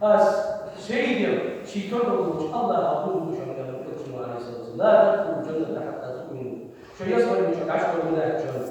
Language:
Ingush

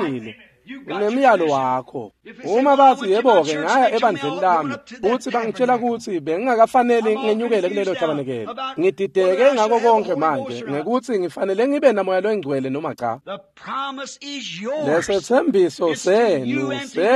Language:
Swati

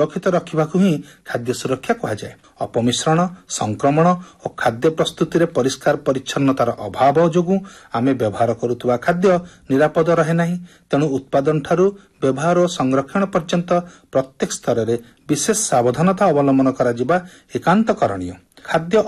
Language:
Odia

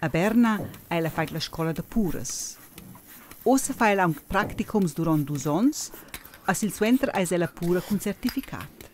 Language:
Romansh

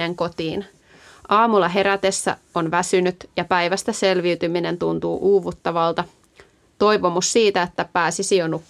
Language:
Finnish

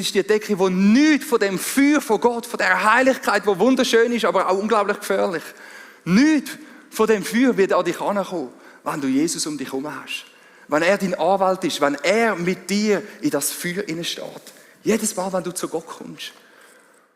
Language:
Swiss German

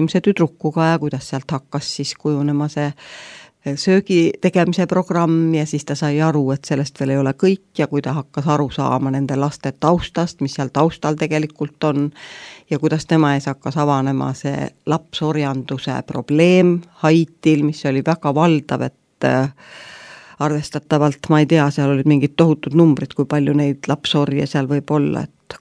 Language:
Estonian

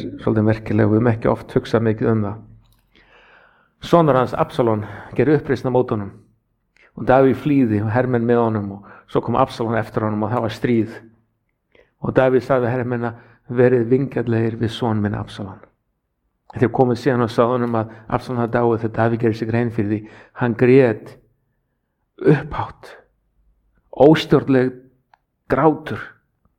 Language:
Icelandic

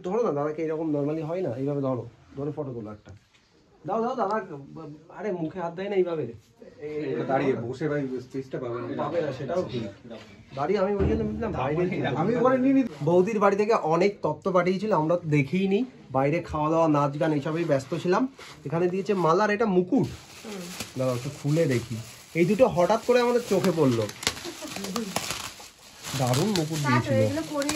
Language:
Bangla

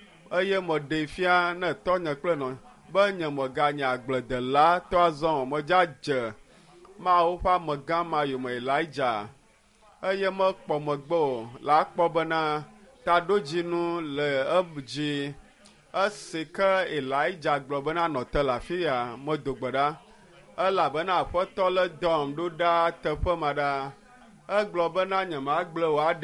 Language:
Ewe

